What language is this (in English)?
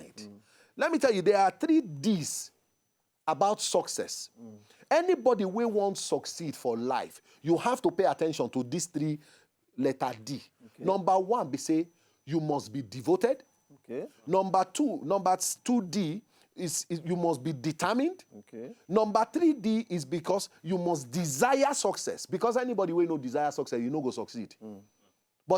Nigerian Pidgin